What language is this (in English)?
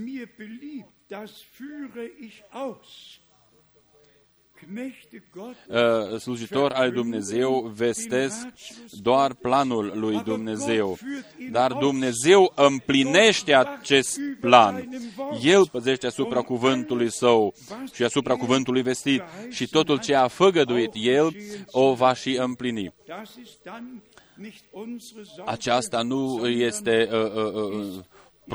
Romanian